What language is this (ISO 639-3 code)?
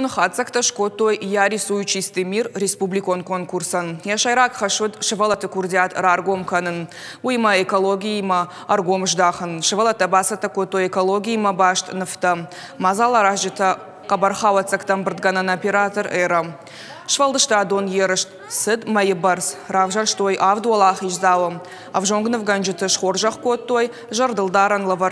oss